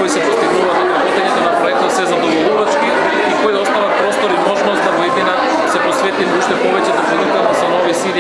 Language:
Macedonian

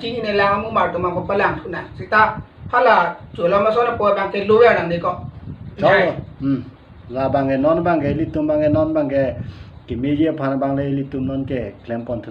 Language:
Karbi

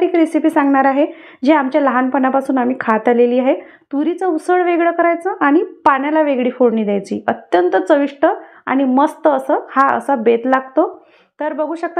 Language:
Marathi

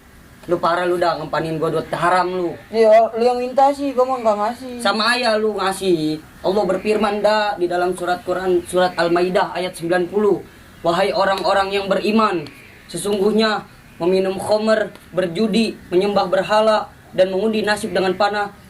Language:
Betawi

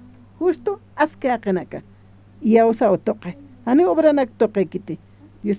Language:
Aymara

